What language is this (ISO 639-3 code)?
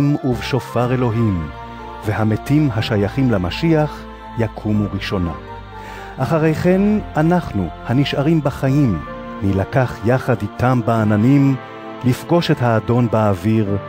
heb